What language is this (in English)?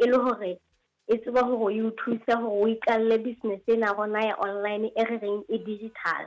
Southern Sotho